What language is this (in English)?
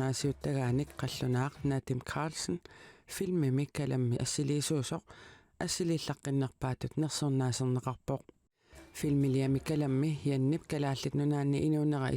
Kalaallisut